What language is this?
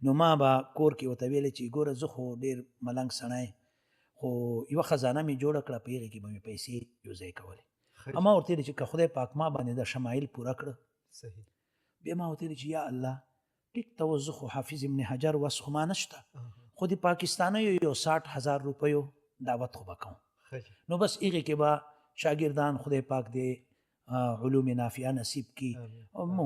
Pashto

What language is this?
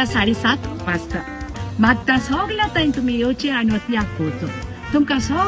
Konkani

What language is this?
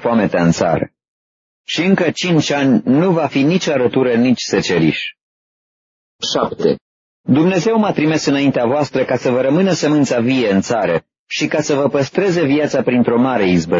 Romanian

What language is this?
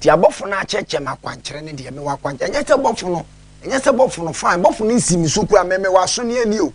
Akan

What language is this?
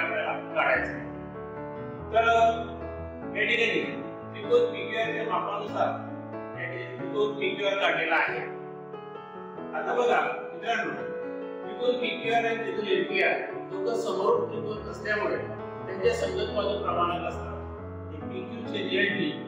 Marathi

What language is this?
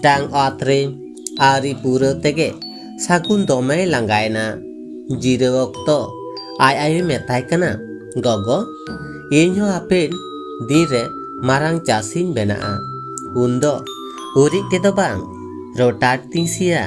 Santali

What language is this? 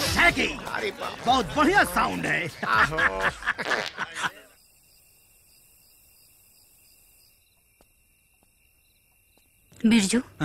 Bhojpuri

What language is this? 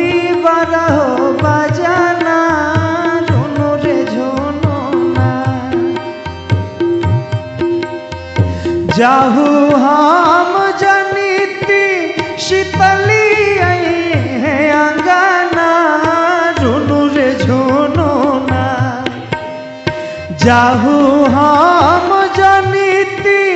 Bhojpuri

